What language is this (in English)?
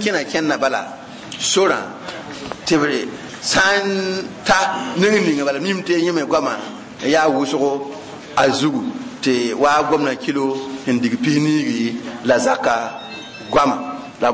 Mossi